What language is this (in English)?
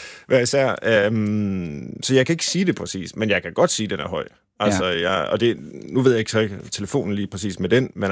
Danish